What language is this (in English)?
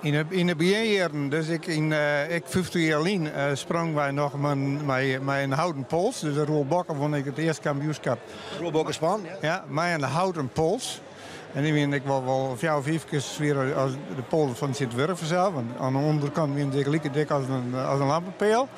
Western Frisian